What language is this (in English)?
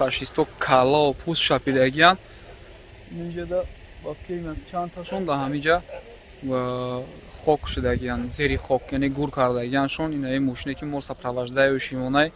Tajik